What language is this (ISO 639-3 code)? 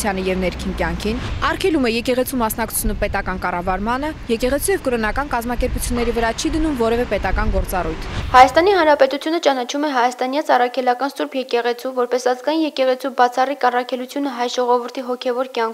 hye